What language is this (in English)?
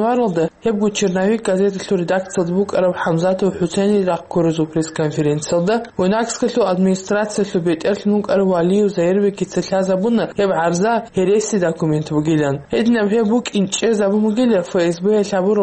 Avaric